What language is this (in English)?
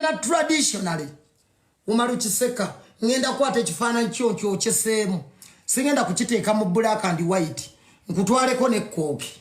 Ganda